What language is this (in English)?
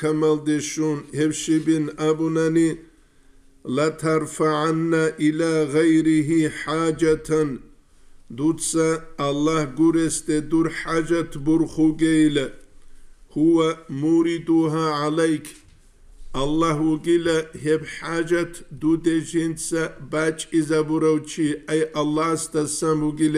Avaric